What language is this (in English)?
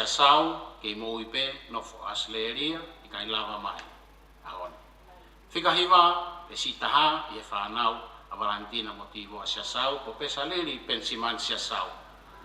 Tongan